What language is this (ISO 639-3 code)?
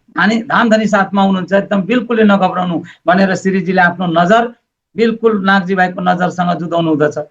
nep